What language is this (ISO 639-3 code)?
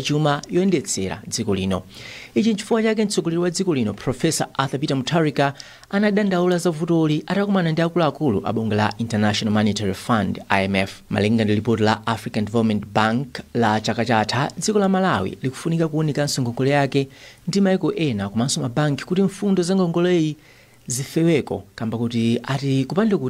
nya